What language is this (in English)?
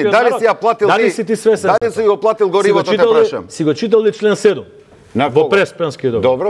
Macedonian